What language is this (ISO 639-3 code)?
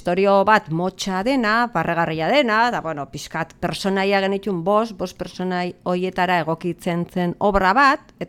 eus